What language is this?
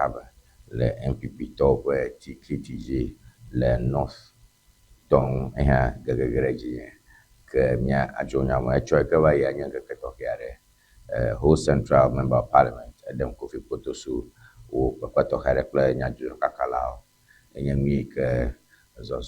Ewe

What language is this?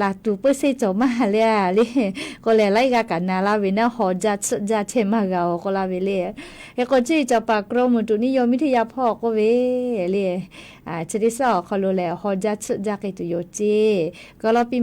Lahu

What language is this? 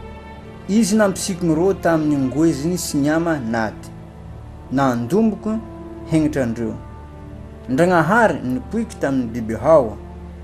Bushi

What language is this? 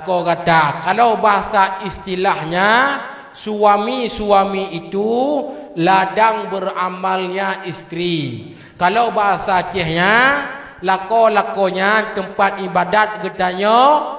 Achinese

